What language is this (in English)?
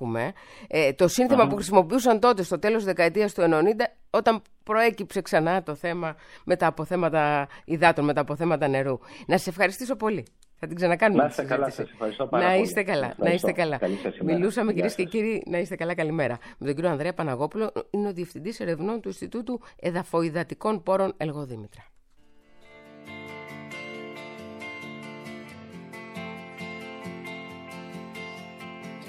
Greek